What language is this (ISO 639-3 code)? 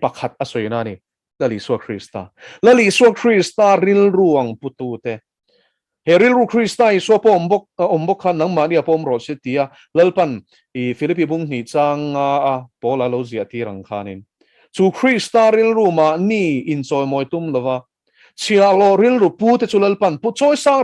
lus